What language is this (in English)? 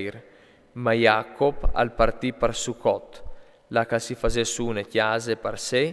Friulian